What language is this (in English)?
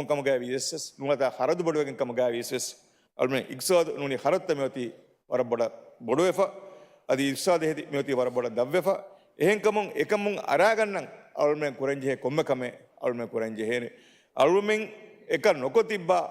Divehi